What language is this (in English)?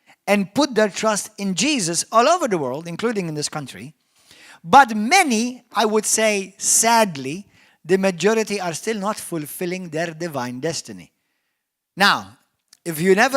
English